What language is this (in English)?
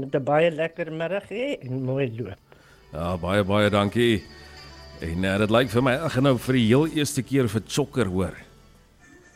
Afrikaans